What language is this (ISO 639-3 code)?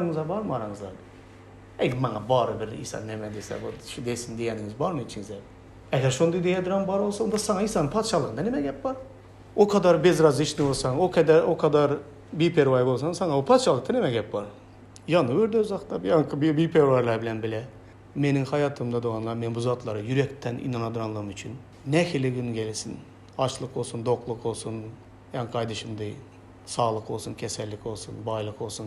tuk